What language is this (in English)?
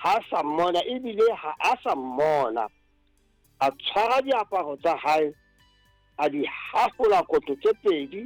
Southern Sotho